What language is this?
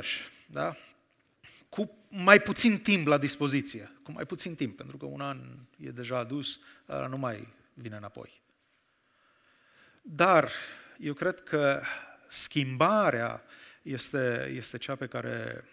Romanian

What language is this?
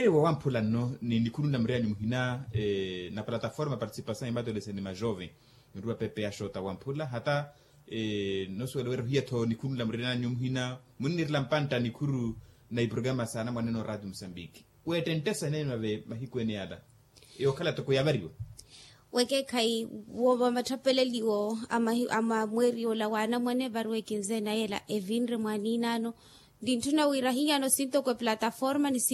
Makhuwa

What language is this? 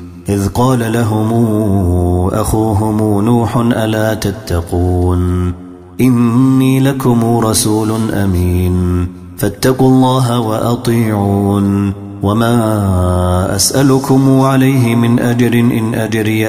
Arabic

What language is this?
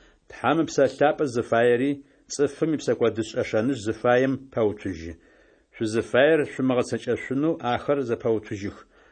Adyghe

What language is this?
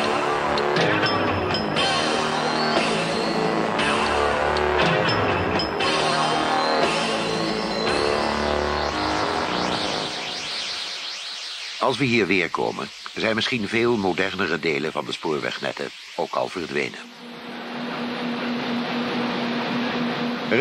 Dutch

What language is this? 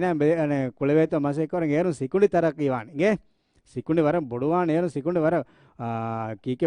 Divehi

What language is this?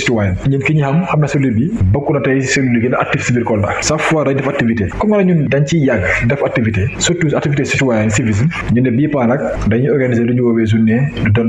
Wolof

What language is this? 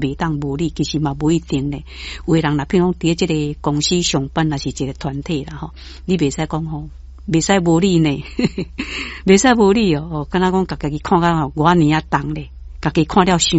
Min Nan Chinese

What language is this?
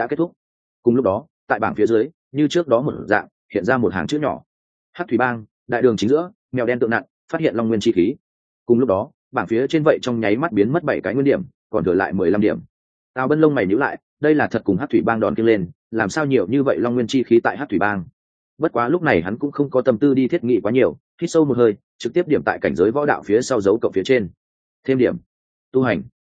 Vietnamese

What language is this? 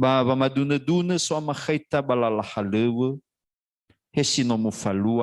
Nias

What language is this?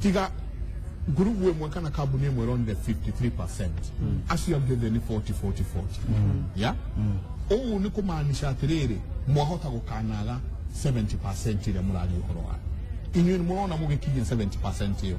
Kikuyu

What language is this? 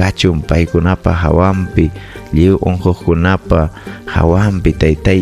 Ayacucho Quechua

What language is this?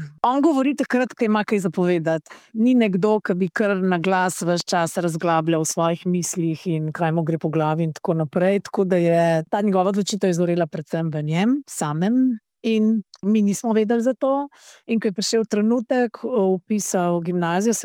Slovenian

